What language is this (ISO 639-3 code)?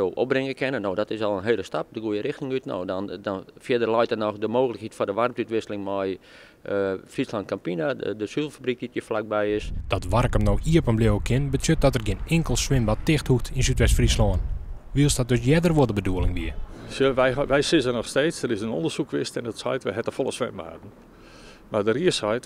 fry